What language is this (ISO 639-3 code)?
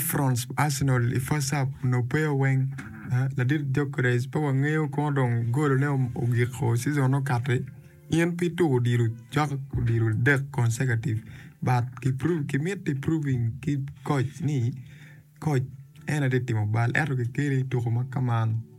ach